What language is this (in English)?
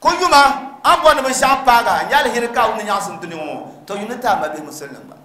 Dagbani